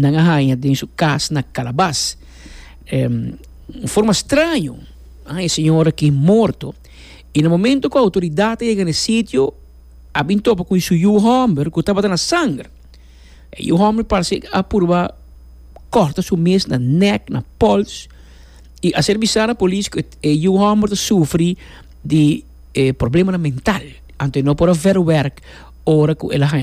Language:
Papiamento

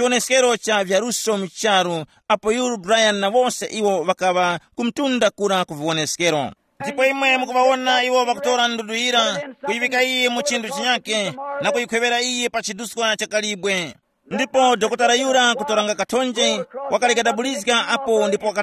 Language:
Tumbuka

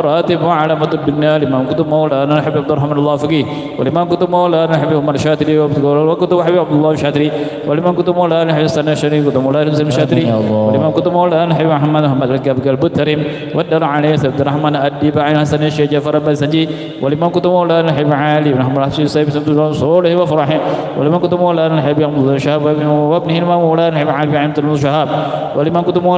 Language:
Banjar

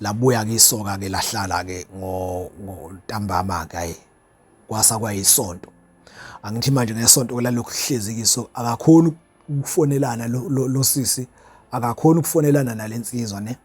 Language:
Zulu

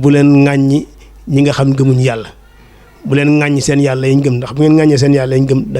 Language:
Wolof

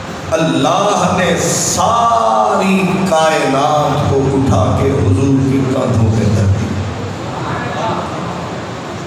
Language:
Urdu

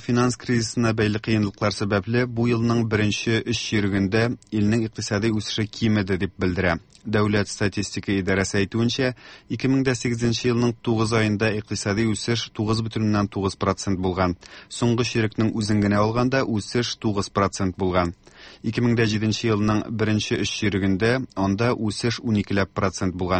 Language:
Tatar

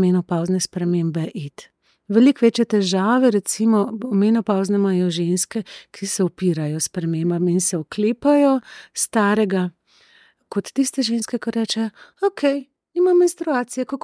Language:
Slovenian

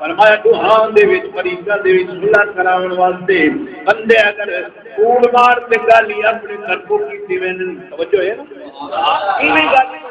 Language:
Saraiki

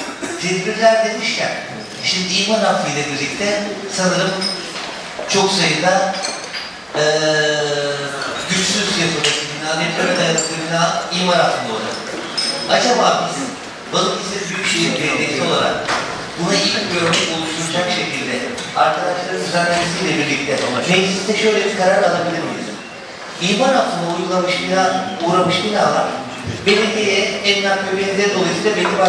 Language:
Turkish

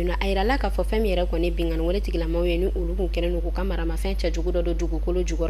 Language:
Bambara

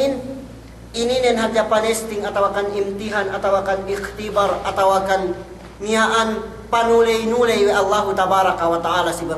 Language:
Yakan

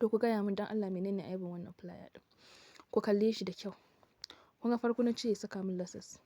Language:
Hausa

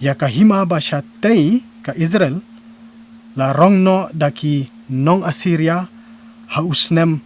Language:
Khasi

